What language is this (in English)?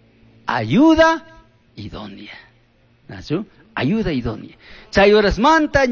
Chimborazo Highland Quichua